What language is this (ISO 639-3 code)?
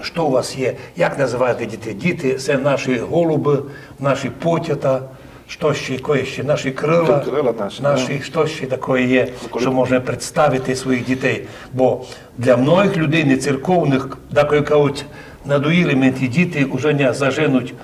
rue